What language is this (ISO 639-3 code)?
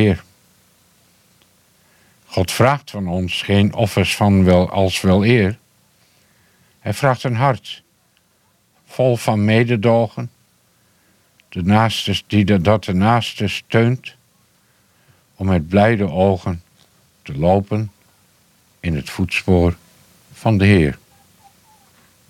nld